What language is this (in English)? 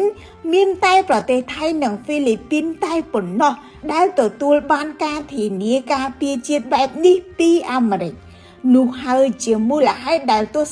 Khmer